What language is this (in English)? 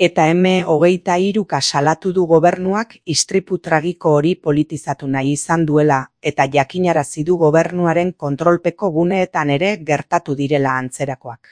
Basque